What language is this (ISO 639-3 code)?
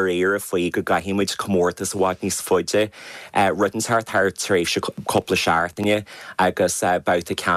gle